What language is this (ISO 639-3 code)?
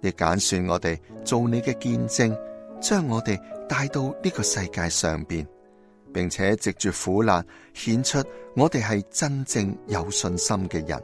yue